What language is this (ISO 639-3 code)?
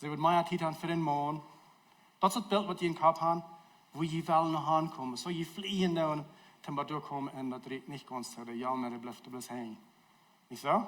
pdt